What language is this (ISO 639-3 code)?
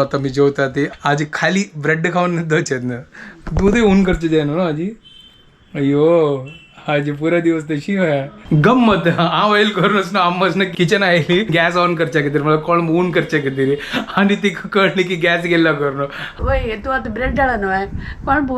kok